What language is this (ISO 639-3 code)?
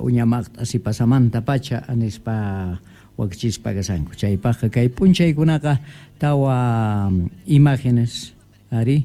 que